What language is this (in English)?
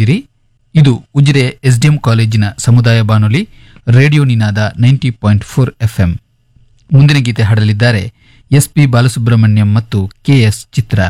Kannada